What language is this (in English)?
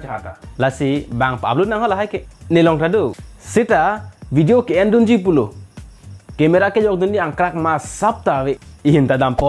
Karbi